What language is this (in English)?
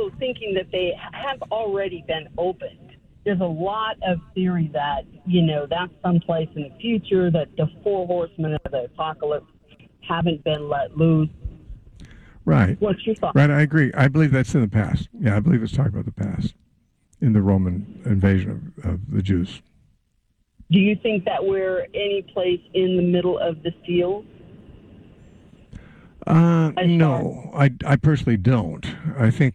English